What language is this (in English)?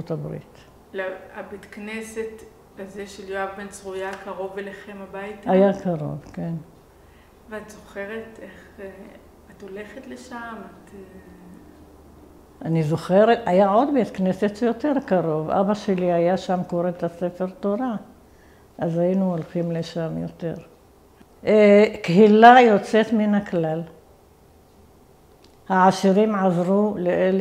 Hebrew